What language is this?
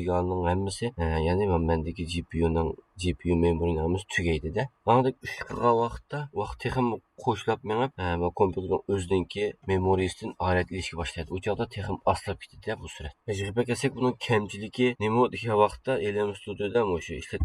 Uyghur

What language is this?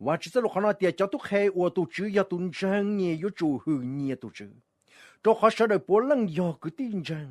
Hmong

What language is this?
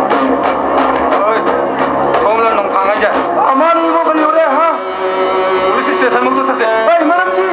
Manipuri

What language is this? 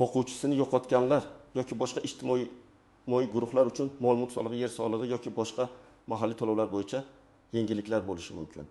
Uzbek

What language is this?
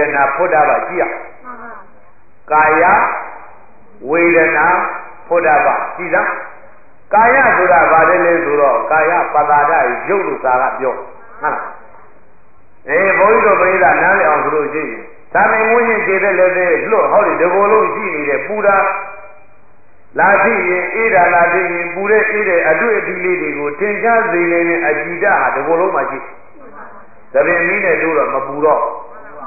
Burmese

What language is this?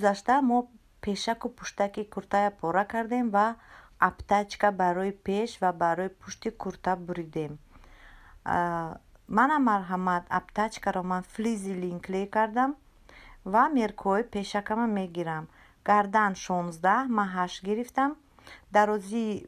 Tajik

